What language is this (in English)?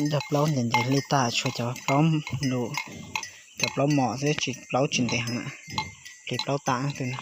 Hmong